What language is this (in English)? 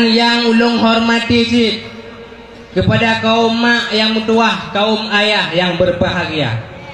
Achinese